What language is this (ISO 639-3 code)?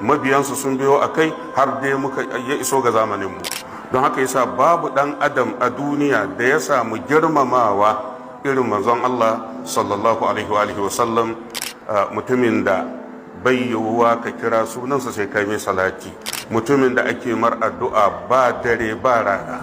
hau